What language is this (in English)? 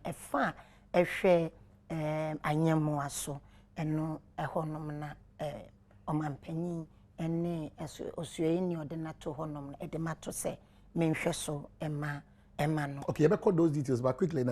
Akan